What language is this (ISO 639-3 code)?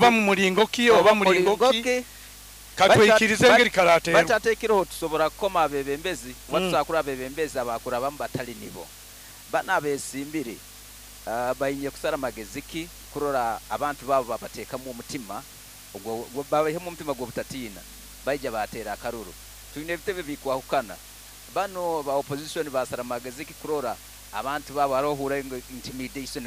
nyo